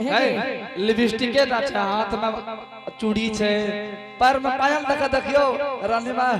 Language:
Angika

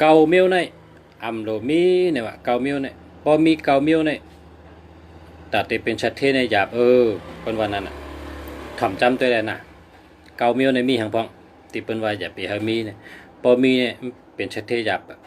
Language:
Shan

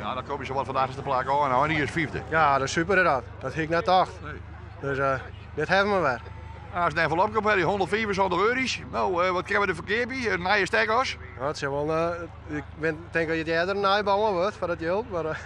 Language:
Western Frisian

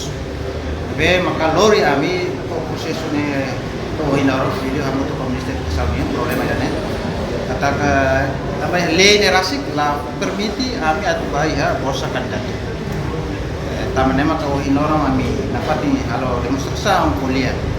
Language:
Tetum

